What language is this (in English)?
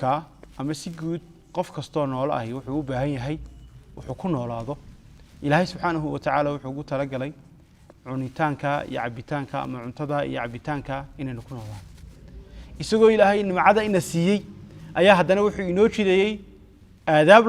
Somali